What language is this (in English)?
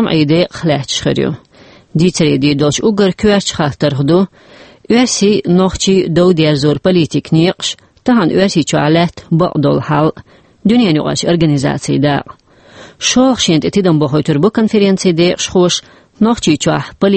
Chechen